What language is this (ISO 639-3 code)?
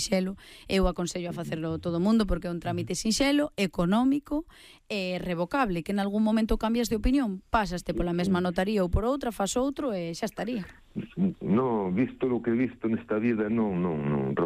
glg